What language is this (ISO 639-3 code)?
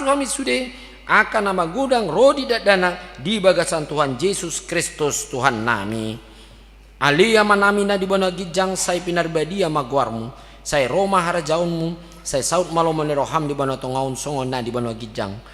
bbc